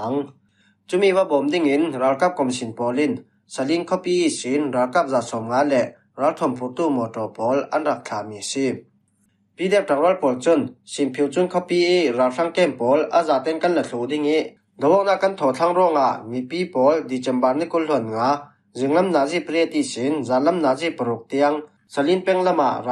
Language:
Falam Chin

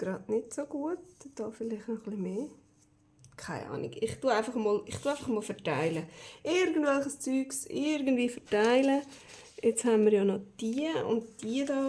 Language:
Swiss German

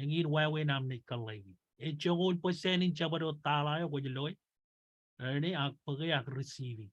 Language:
Marshallese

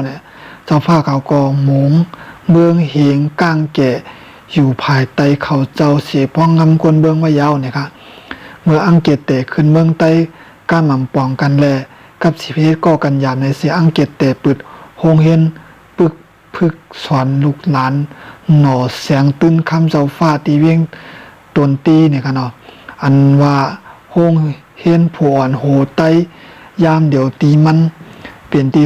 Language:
Shan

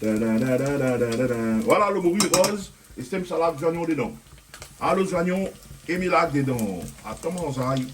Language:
Réunion Creole French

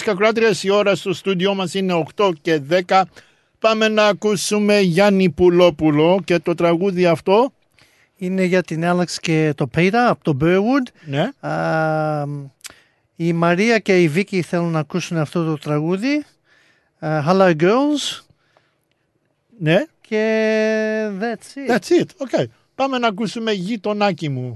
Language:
Greek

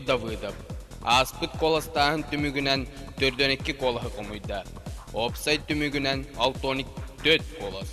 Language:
Yakut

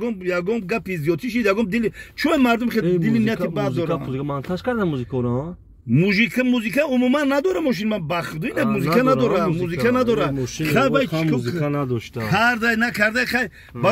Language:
Tajik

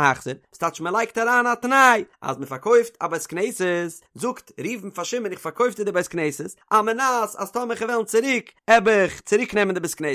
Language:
Yiddish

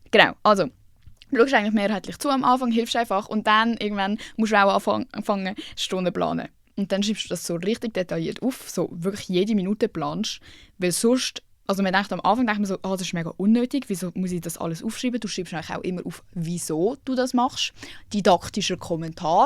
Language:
Swiss German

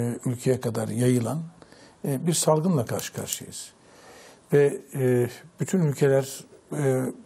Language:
Turkish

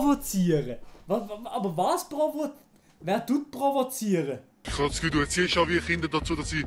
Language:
Swiss German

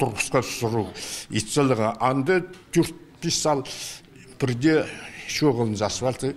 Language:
Khakas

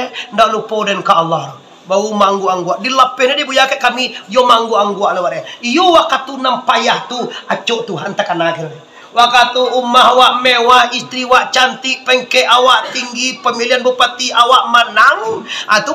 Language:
Minangkabau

